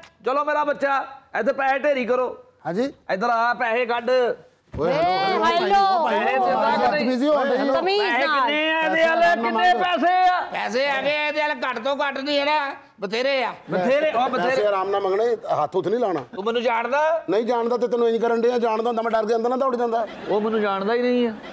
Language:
Punjabi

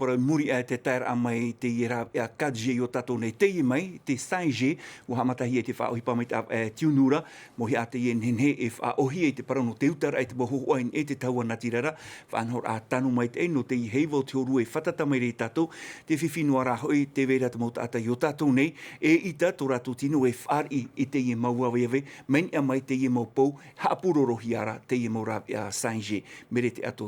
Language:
Tahitian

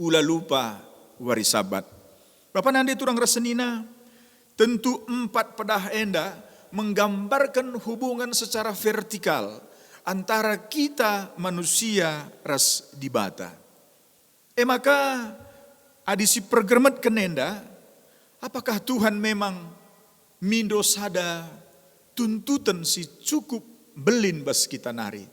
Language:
Batak Karo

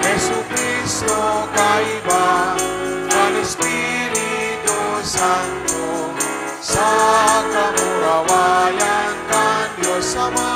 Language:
Bikol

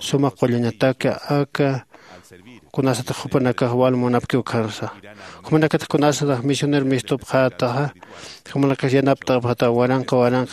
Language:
Aymara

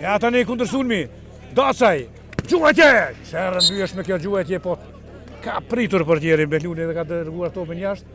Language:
Albanian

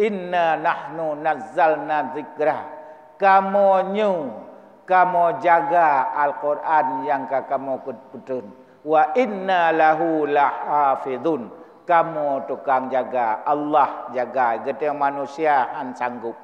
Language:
Achinese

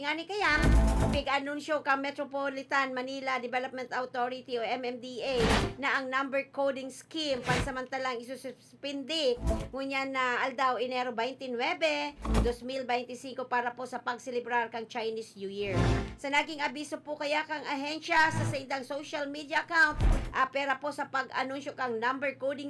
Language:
Bikol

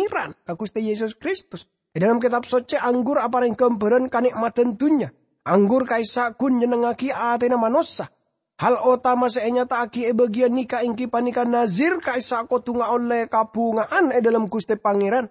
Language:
Madurese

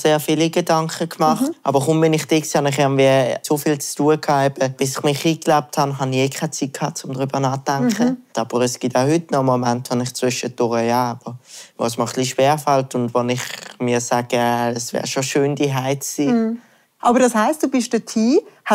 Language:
Swiss German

